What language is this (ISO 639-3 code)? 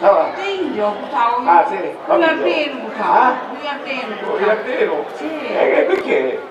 scn